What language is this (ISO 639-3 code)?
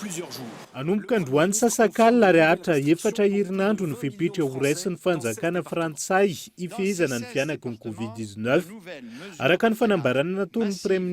mlg